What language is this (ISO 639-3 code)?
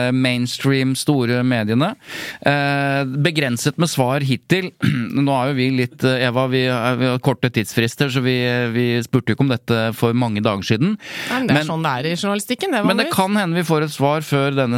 nor